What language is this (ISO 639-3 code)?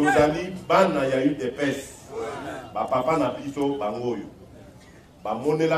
lin